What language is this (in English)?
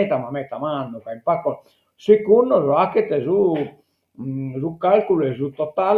Sardinian